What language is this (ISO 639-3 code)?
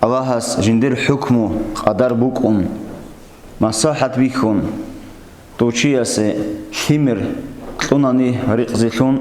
ava